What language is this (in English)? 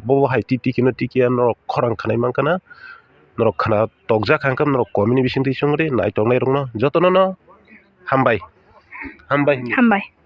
Kok Borok